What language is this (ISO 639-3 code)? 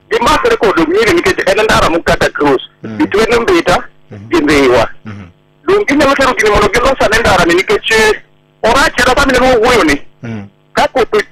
luo